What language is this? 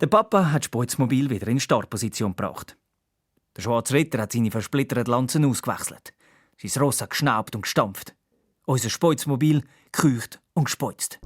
Swiss German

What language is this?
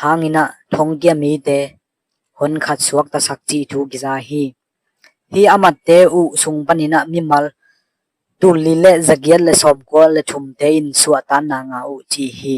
Tedim Chin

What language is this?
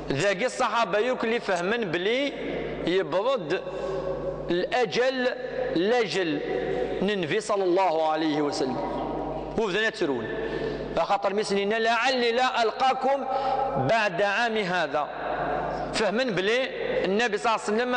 Kabyle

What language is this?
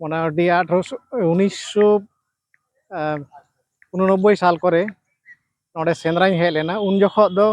Santali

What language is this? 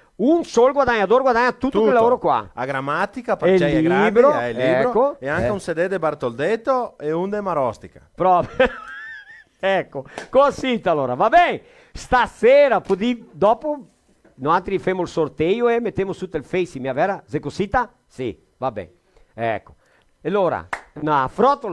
Venetian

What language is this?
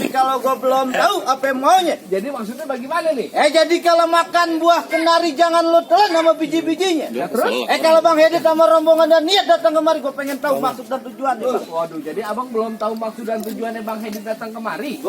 Betawi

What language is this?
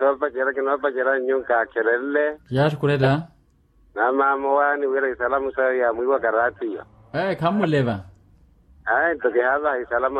Makhuwa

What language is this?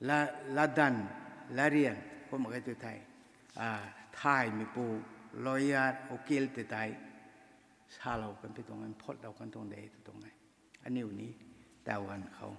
Rongmei Naga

